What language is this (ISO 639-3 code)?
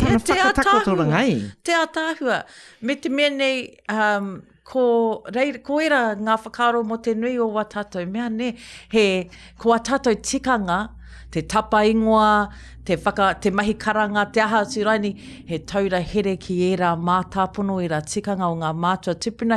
mri